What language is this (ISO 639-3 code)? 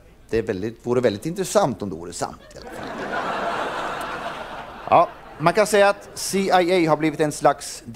swe